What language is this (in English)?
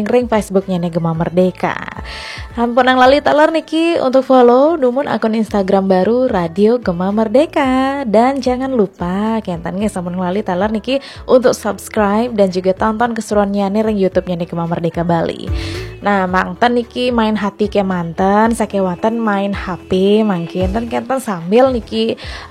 Balinese